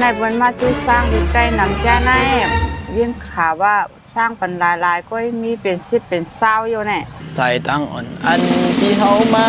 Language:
Shan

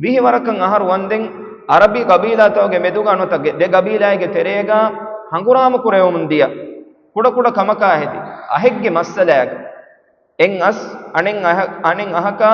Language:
Divehi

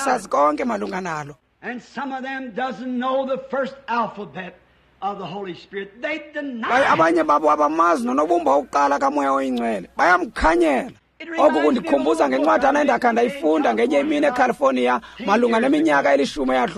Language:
Xhosa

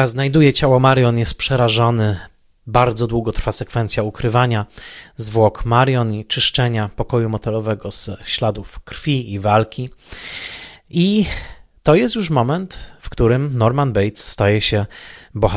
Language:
Polish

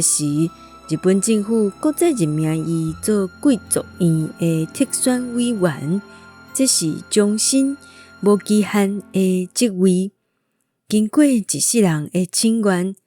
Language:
Min Nan Chinese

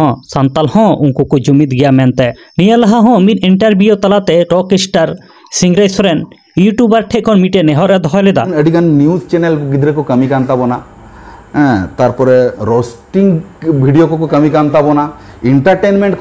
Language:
Santali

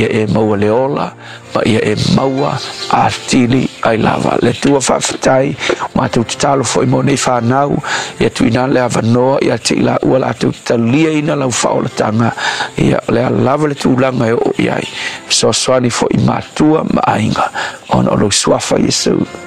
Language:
Samoan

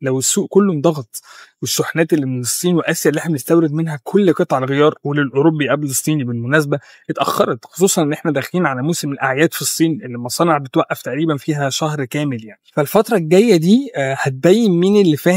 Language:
Egyptian Arabic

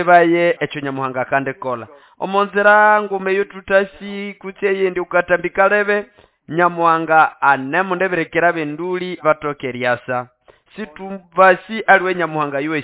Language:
Nande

